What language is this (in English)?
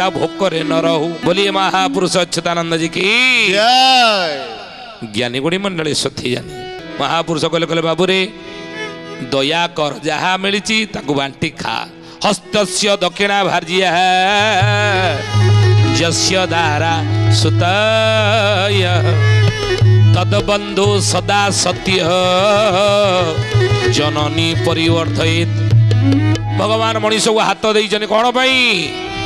Odia